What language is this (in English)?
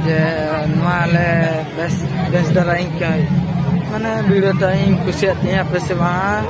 Santali